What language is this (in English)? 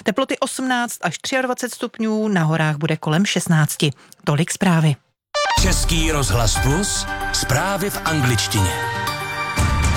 Czech